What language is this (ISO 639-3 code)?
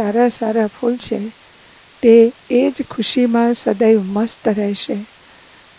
guj